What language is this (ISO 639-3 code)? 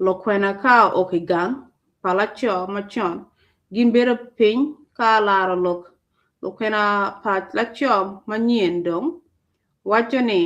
ach